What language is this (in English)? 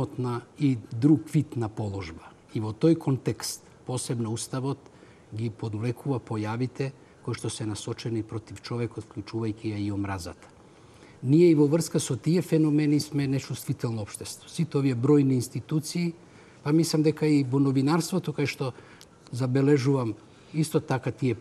Macedonian